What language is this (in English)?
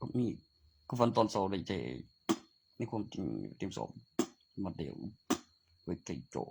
Northeastern Thai